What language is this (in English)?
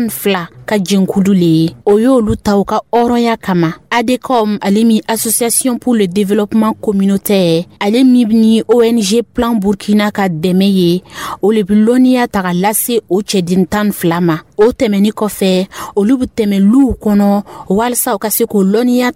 Dyula